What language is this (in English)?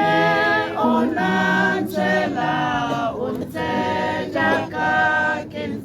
Tswana